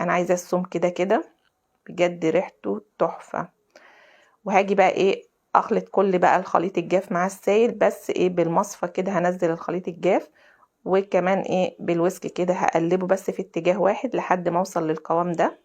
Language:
Egyptian Arabic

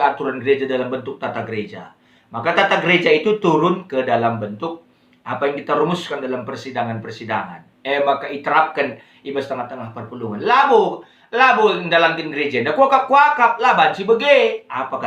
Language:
Batak Karo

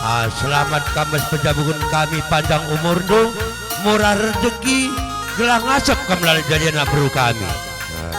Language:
Batak Karo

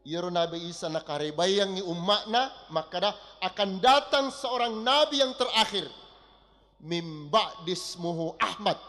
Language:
Buginese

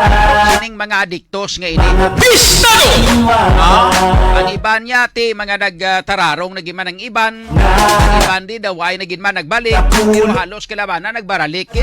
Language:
Hiligaynon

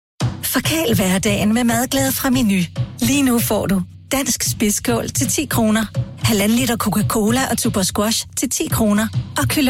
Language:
Danish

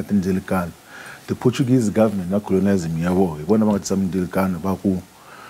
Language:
Tsonga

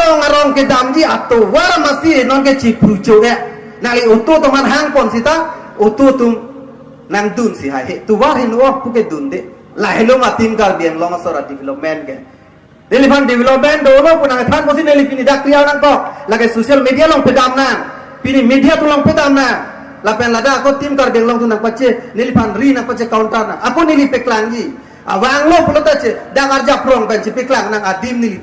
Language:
Karbi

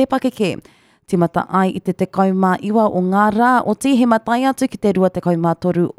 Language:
Māori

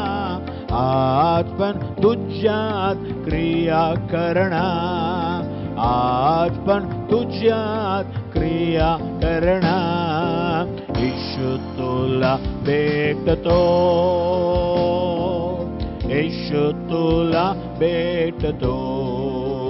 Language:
Marathi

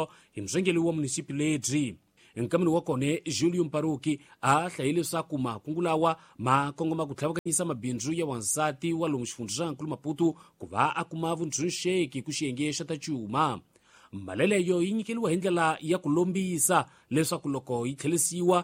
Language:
Tsonga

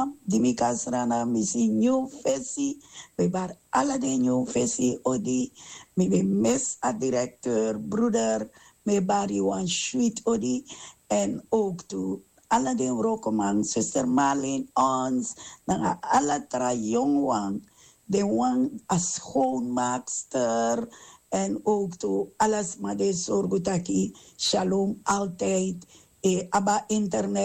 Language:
Sranan Tongo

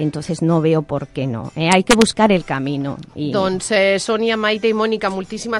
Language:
Catalan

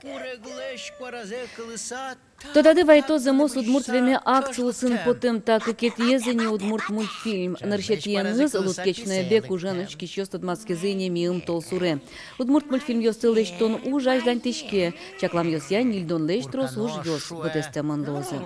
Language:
Udmurt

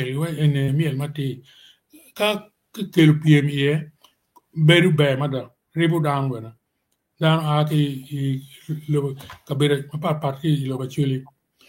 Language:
Acoli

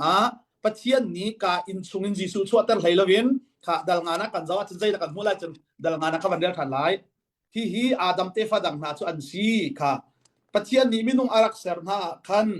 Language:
Hakha Chin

